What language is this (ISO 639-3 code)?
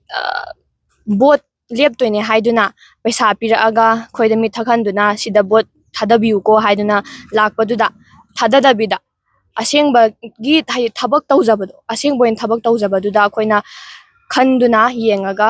mni